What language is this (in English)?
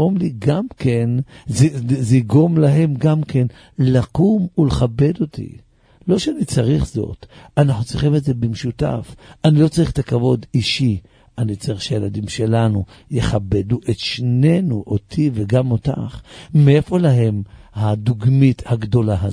Hebrew